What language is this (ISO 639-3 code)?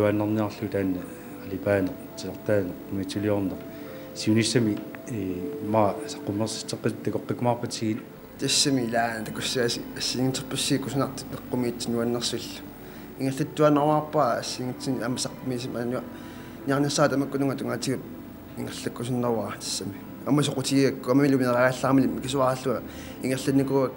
kal